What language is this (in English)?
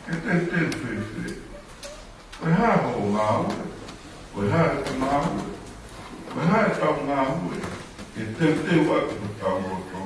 Tongan